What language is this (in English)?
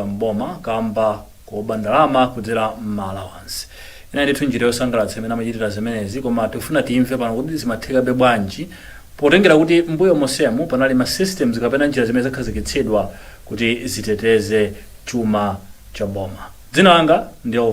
Nyanja